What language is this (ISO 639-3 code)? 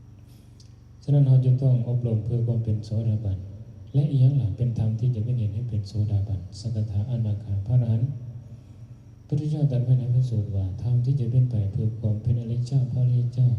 lao